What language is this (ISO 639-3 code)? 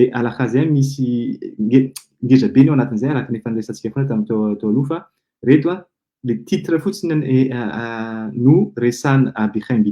mlg